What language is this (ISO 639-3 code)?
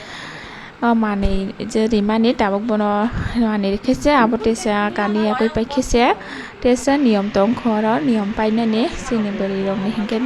trp